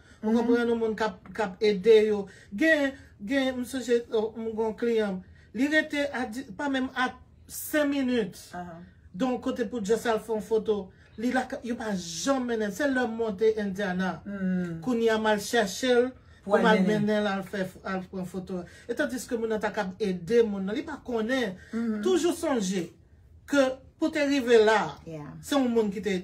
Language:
Haitian Creole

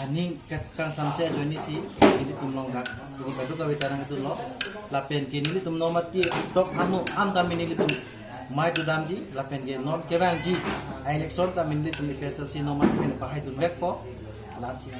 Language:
Karbi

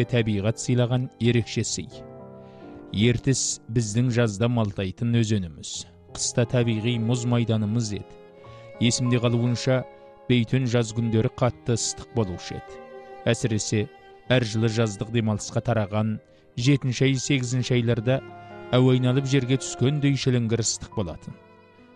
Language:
Kazakh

